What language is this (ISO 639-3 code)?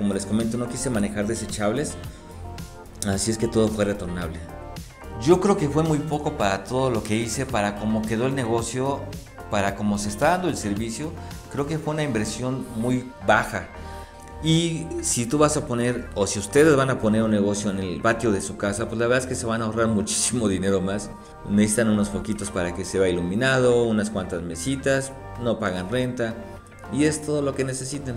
spa